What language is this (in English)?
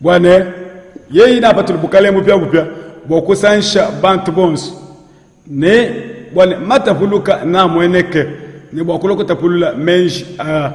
Luba-Lulua